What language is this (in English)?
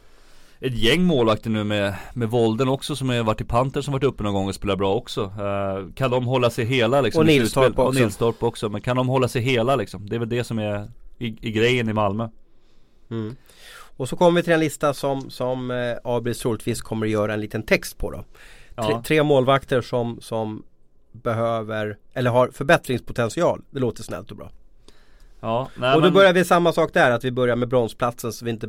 Swedish